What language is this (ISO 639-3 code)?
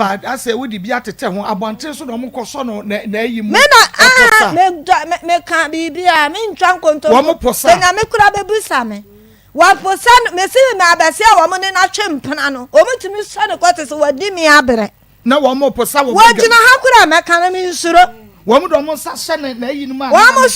aka